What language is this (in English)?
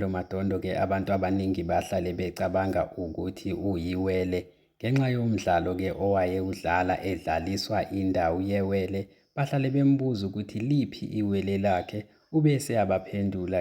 Zulu